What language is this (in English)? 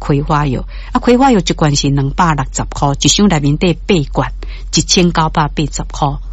Min Nan Chinese